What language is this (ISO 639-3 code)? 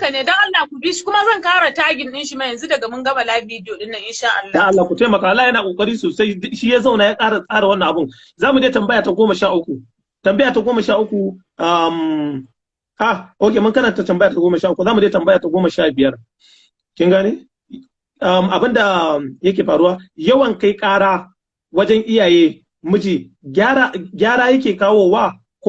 hau